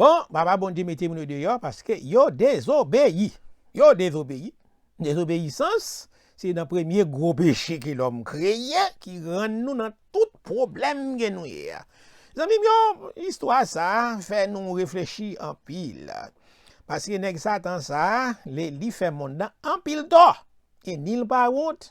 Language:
Haitian Creole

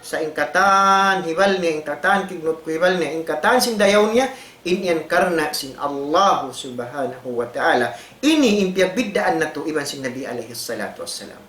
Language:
Tausug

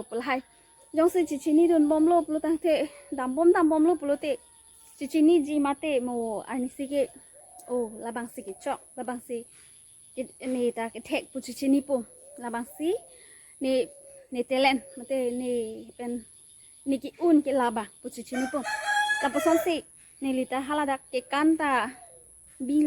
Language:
Karbi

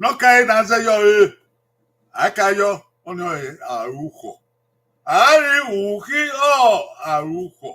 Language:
Bini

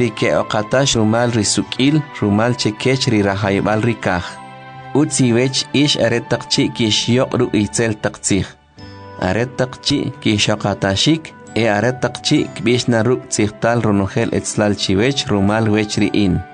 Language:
Kʼicheʼ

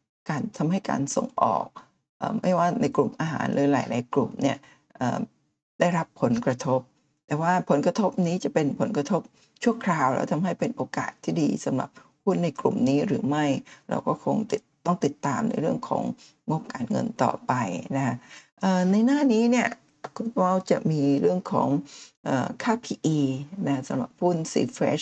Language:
Thai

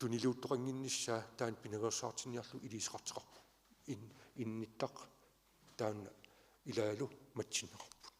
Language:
Kalaallisut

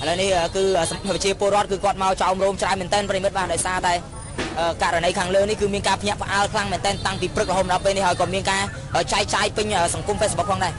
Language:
Khmer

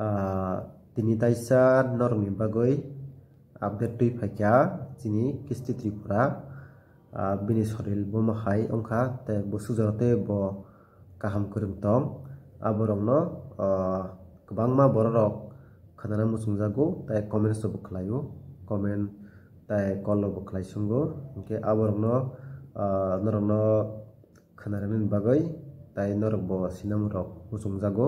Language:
Kok Borok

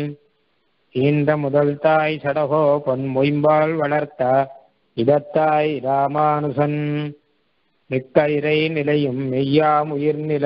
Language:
Tamil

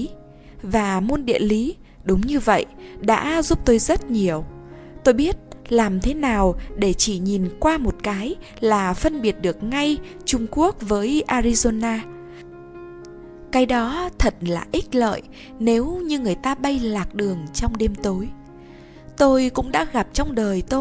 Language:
Vietnamese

